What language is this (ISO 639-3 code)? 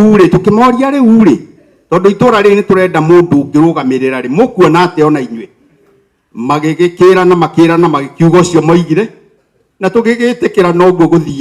kik